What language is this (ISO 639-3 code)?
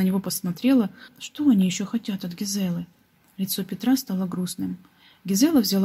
rus